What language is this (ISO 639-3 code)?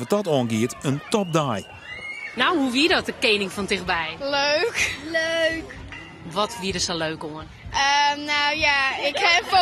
fry